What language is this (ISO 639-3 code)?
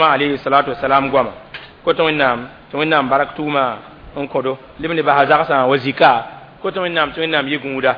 mos